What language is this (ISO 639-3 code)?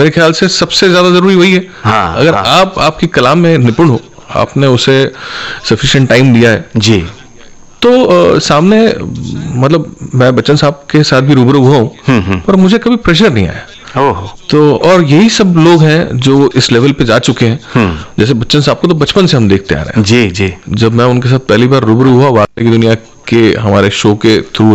hin